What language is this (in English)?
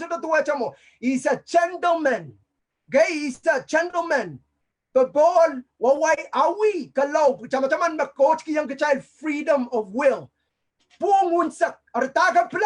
Pohnpeian